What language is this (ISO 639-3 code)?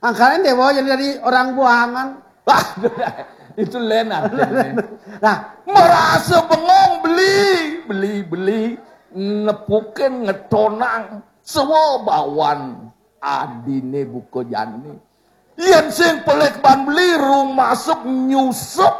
ban